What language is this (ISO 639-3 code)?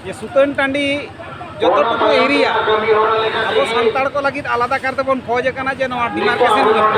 sat